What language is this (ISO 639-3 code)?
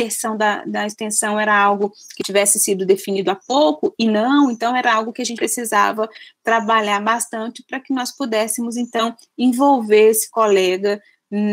por